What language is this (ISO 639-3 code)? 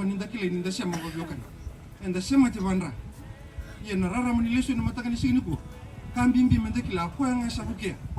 fij